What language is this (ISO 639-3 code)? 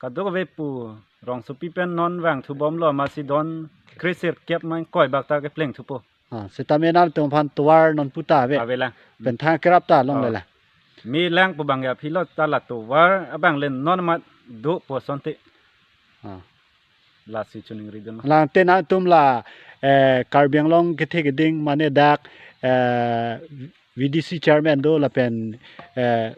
mjw